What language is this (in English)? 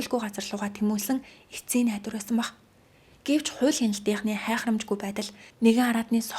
Mongolian